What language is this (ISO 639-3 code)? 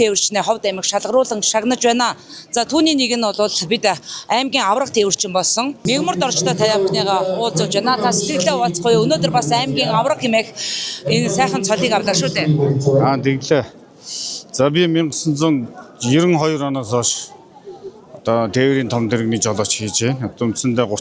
mon